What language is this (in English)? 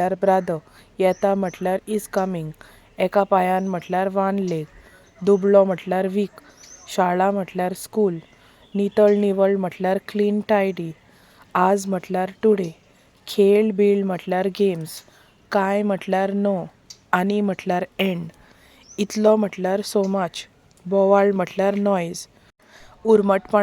Konkani